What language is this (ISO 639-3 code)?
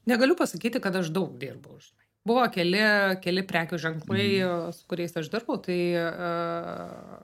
lit